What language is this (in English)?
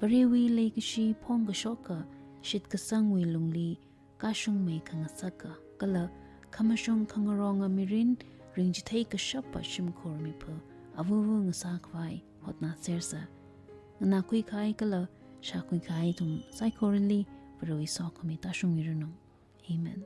Tangkhul Naga (India)